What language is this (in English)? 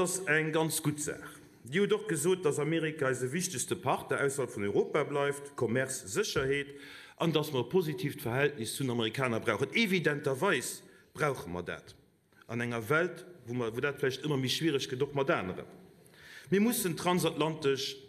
Luxembourgish